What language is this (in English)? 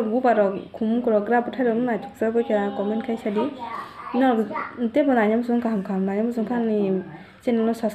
Kok Borok